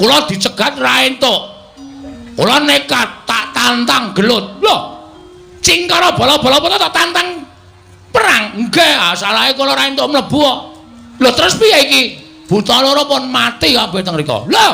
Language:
Javanese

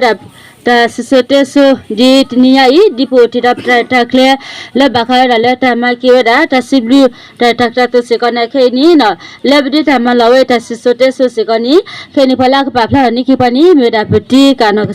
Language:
S'gaw Karen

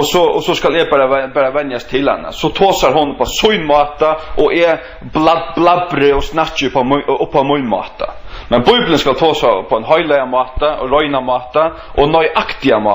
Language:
Faroese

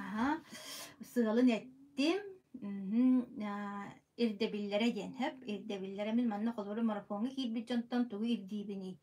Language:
Yakut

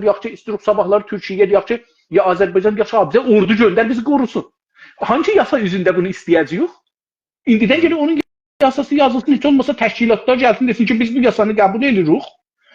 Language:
South Azerbaijani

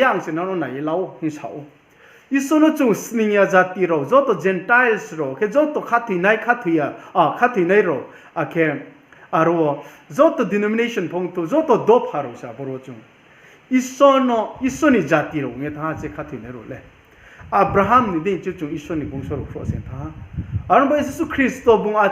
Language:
Riang (India)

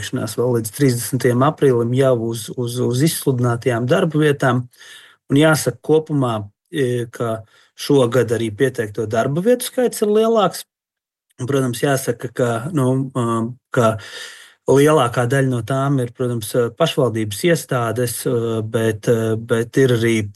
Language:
Latvian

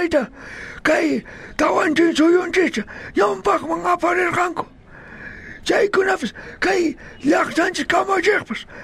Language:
South Bolivian Quechua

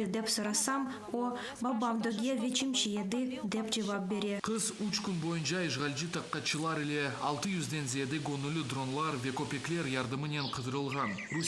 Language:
Crimean Tatar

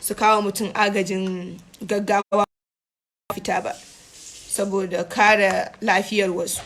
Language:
Hausa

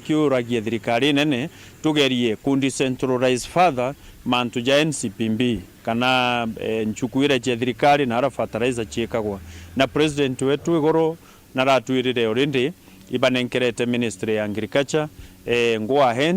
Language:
Meru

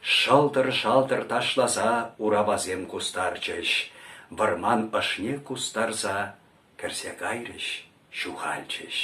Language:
Chuvash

